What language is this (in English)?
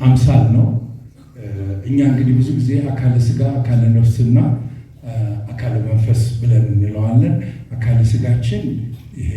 Amharic